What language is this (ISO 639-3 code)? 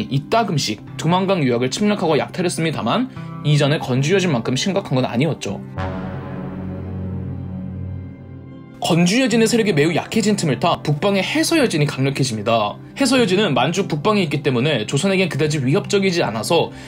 kor